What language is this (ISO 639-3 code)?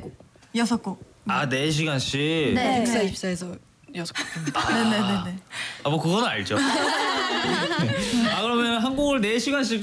kor